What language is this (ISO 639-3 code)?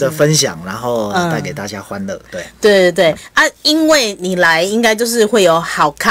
zho